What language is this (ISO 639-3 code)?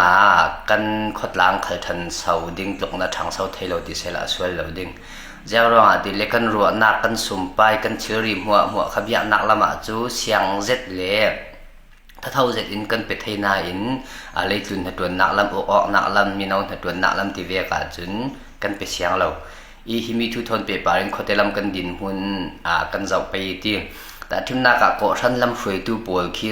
cfm